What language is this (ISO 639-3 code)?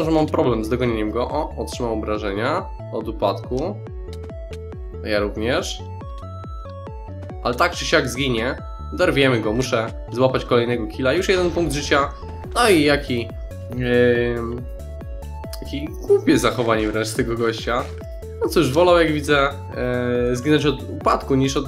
pol